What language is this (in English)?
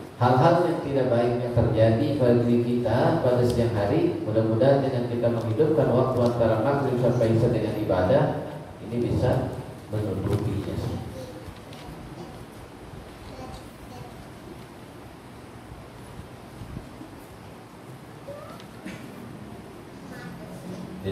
Indonesian